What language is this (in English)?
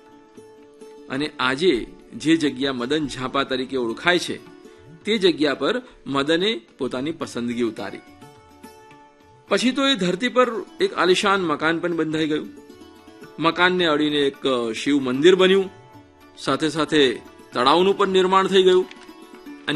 Gujarati